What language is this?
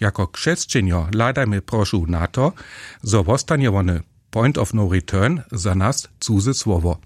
Upper Sorbian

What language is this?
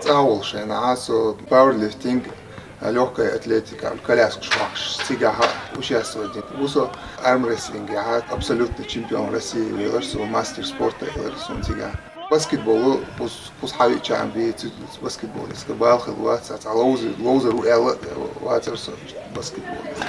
Chechen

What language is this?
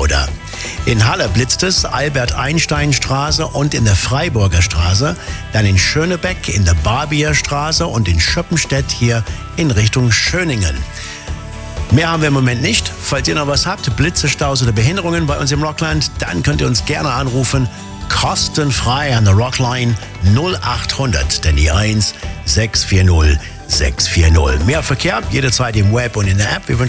German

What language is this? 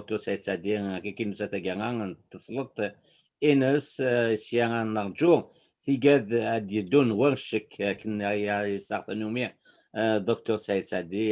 Kabyle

